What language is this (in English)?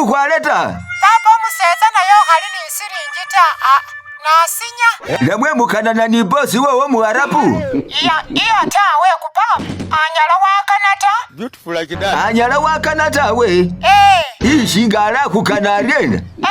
Masaaba